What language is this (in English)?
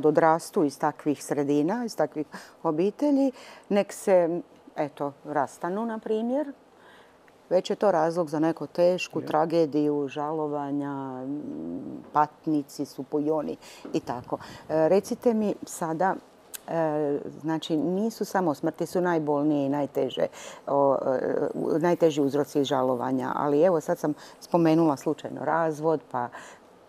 Croatian